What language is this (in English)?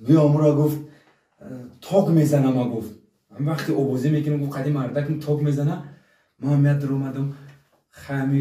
Tajik